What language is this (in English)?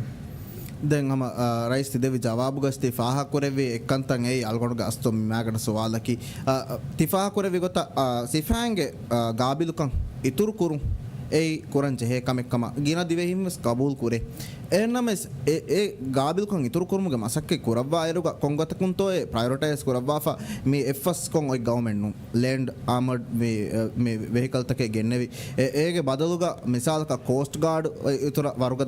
Divehi